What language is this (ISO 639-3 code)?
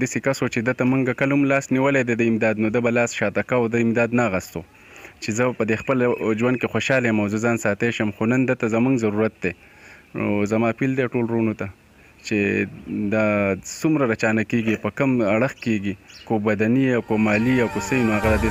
pus